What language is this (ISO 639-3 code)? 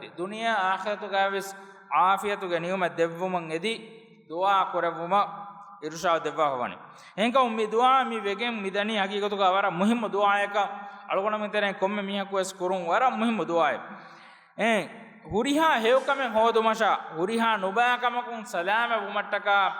div